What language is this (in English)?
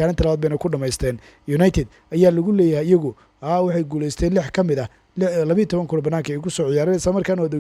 Somali